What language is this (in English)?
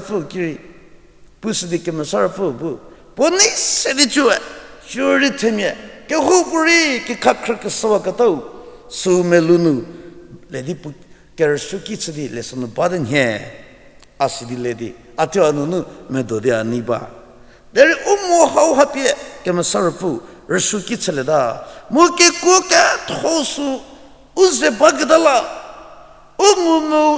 Angami Naga